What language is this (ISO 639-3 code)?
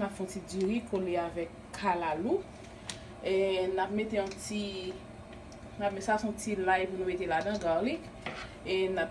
hat